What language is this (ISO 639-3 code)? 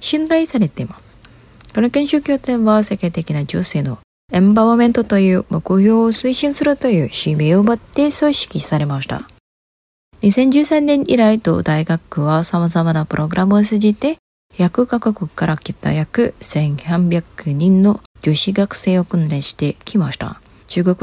jpn